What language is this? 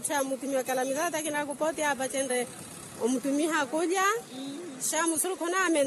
Makhuwa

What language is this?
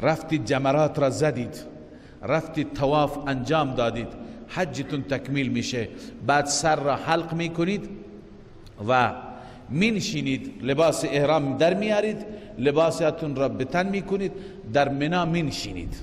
Persian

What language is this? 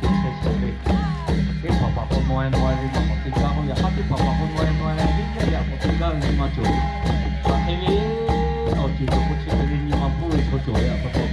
Lahu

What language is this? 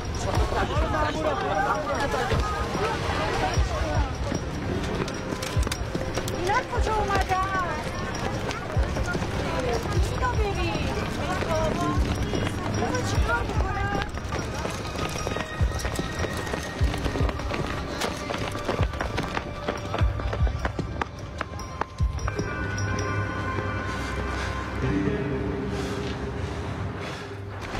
Persian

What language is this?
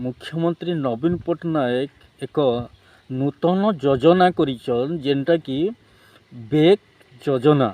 Odia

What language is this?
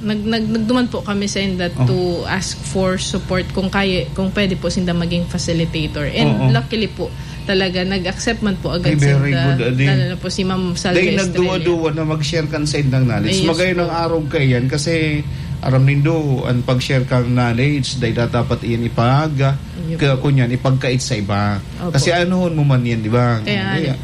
Bikol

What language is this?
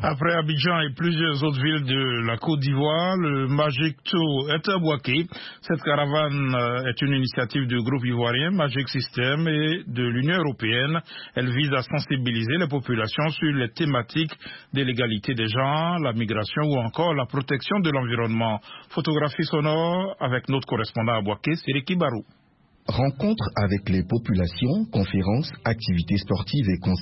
French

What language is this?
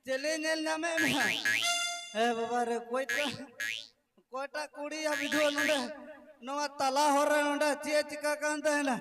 Santali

